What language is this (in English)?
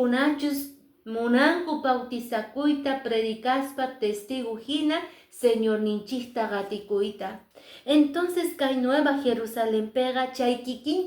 Quechua